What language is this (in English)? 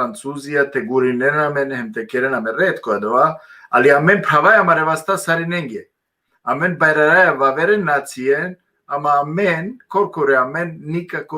Balkan Romani